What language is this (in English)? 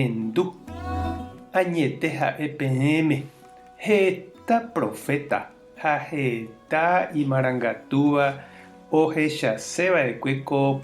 Guarani